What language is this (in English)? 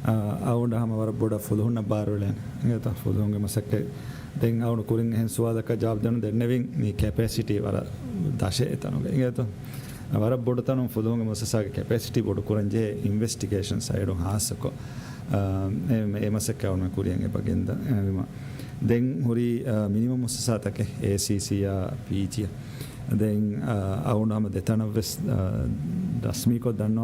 Divehi